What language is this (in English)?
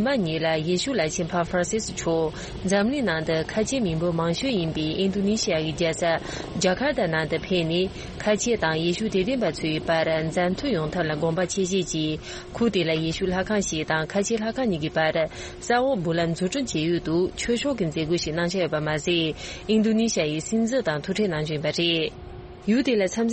Tibetan